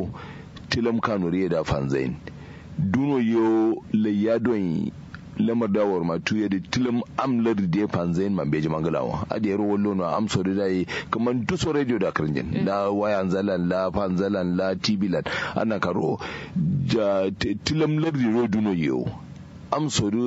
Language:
Kanuri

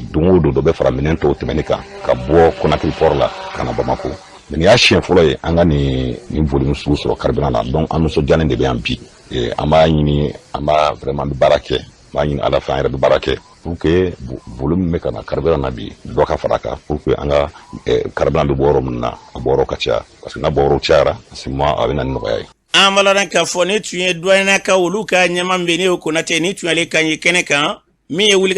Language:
Bambara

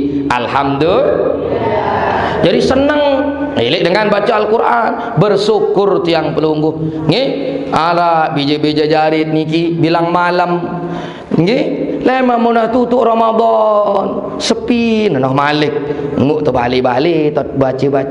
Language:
Sasak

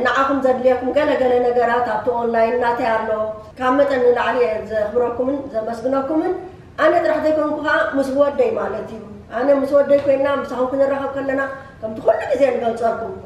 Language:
Tigrinya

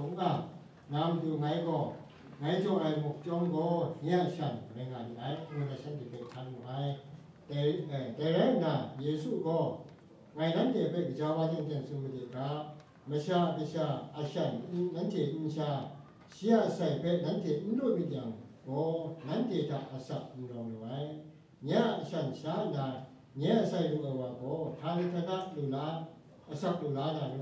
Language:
Kachin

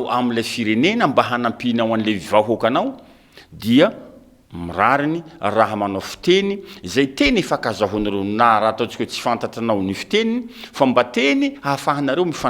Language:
Malagasy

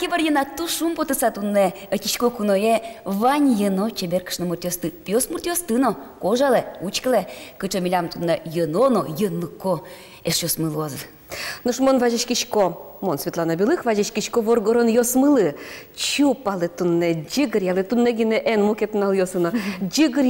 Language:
Udmurt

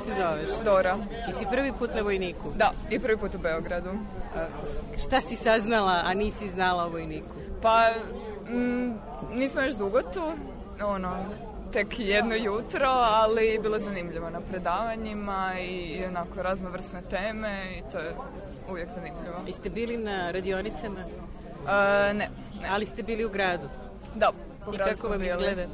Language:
Serbian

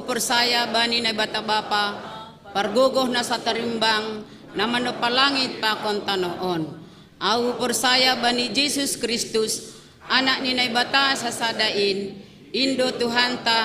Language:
Batak Simalungun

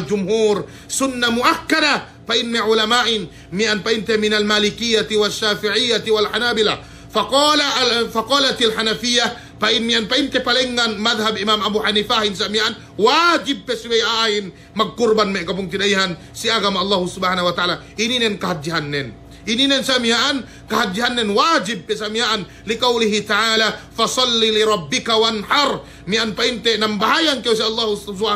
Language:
Yakan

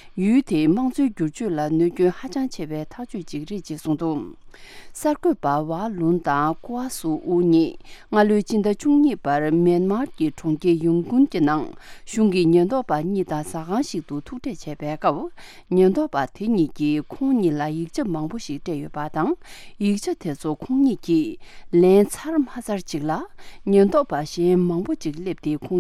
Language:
Tibetan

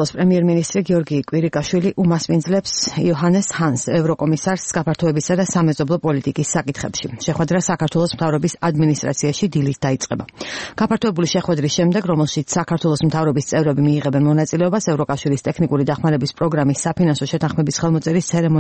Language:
Georgian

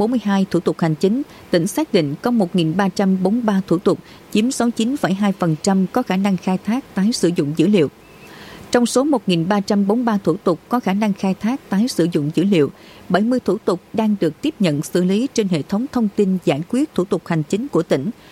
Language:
Vietnamese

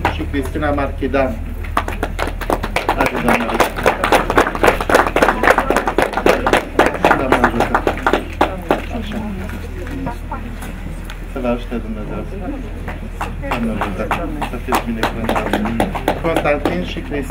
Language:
Romanian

